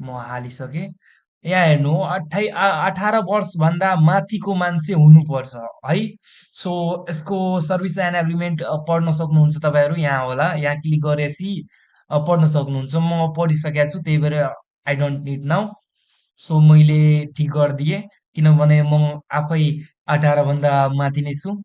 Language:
Nepali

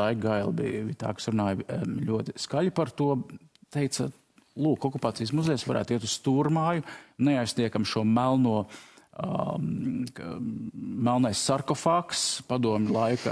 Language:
Latvian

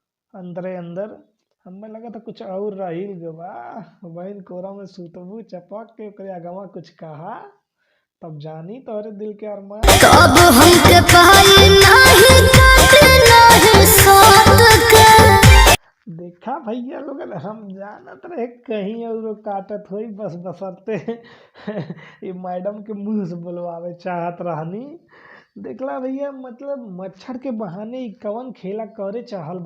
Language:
Bhojpuri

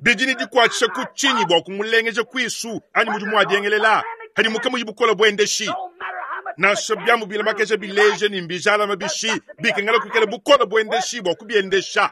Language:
Luba-Lulua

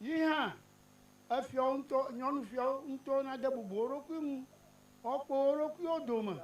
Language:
Ewe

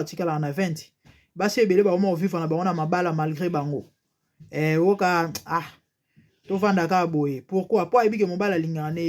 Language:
Lingala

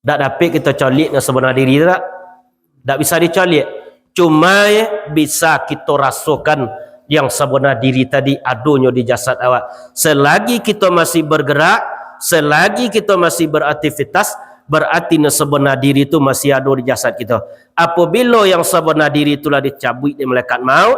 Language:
Minangkabau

